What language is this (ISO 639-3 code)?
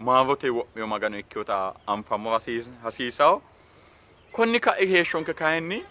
sid